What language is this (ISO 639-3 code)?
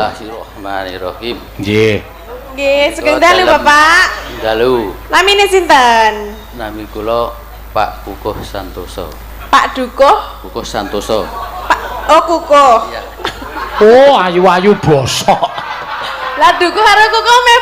jav